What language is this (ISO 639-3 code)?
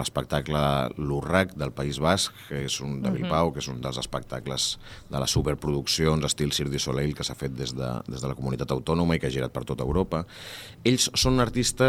cat